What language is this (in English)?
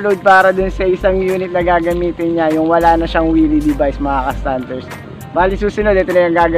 Filipino